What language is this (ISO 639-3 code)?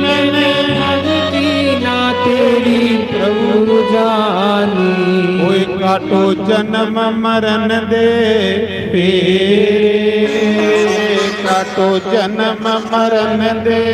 doi